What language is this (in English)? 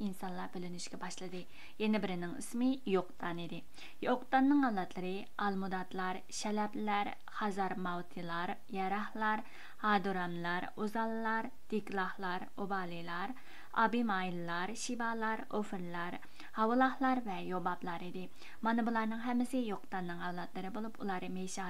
Uyghur